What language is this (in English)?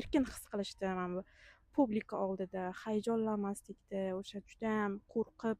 Uzbek